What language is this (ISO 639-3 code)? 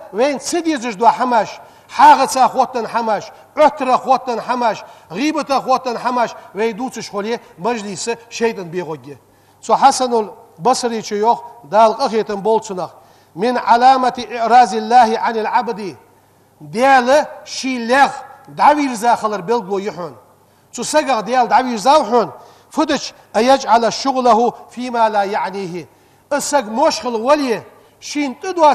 inh